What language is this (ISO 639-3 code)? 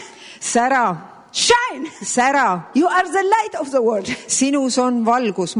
est